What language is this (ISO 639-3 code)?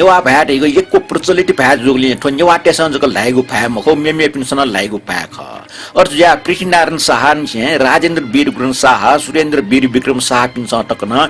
new